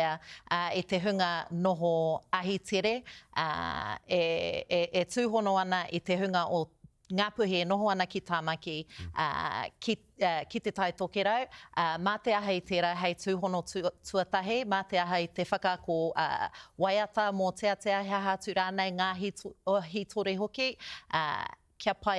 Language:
Māori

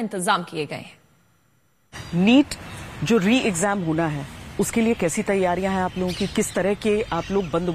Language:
Hindi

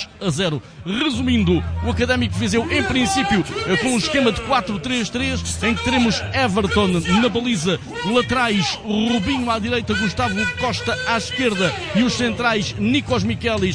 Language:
Portuguese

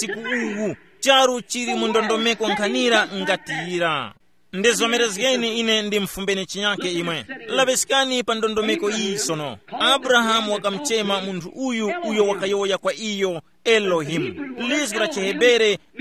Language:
Tumbuka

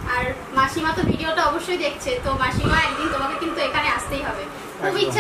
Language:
Bangla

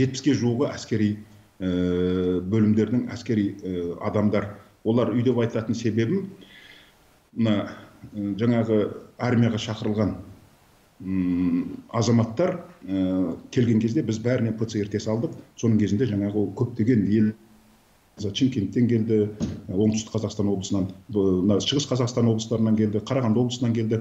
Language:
Kazakh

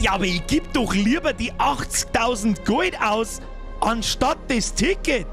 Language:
Bavarian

